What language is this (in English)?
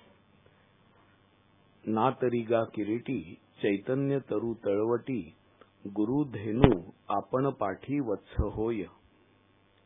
Marathi